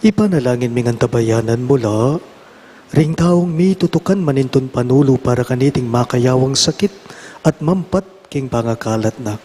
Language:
Pampanga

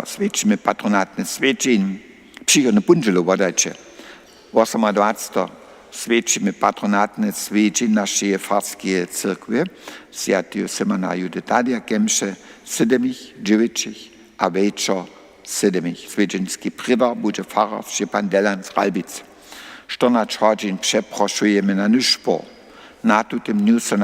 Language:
Upper Sorbian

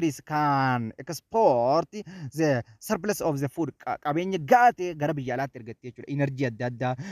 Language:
Oromo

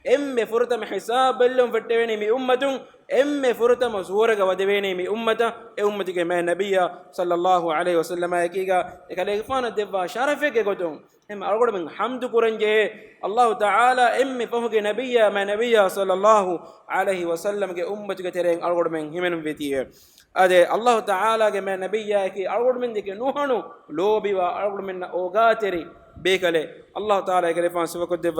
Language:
Divehi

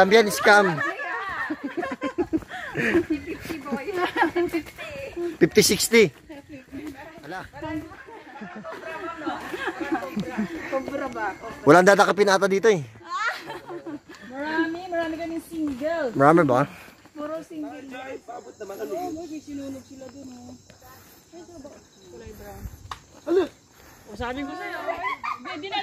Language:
Filipino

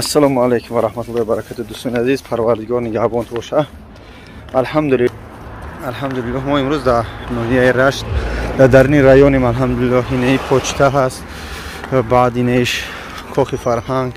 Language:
Tajik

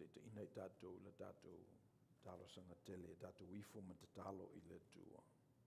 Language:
Samoan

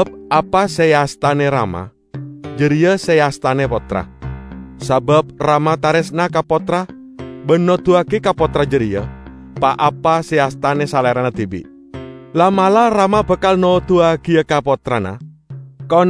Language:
Madurese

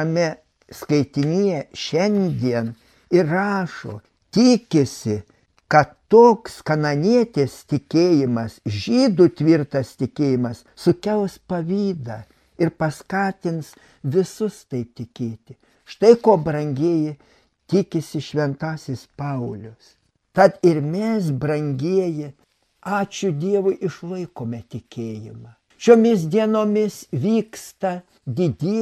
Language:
Lithuanian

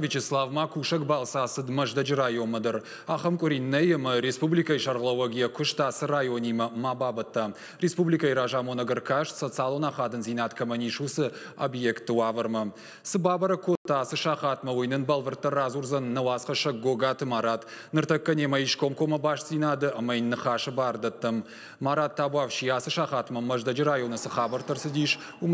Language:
Ossetic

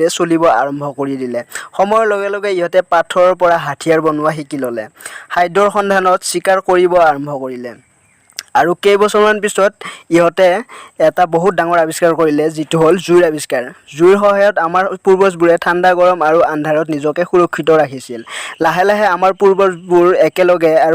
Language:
Assamese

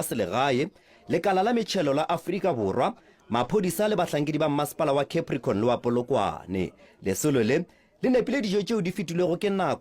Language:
Northern Sotho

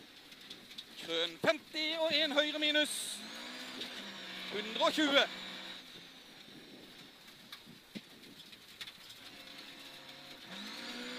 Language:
Norwegian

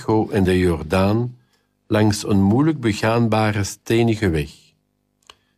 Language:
Dutch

